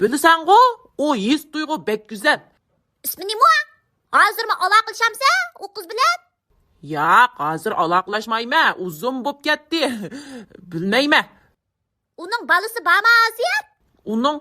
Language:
Uyghur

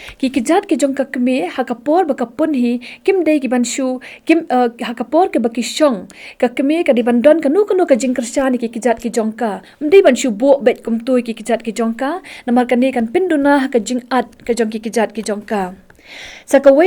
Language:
Khasi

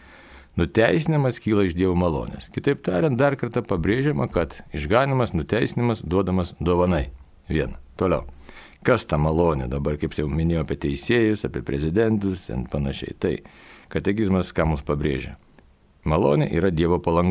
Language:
Lithuanian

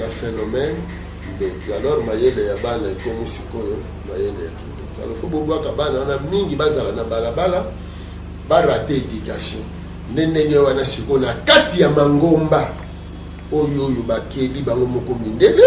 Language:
Lingala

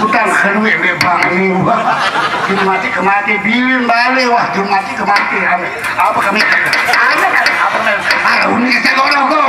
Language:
Sasak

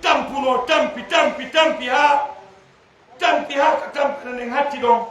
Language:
Fula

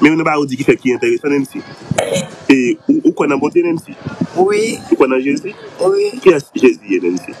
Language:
Haitian Creole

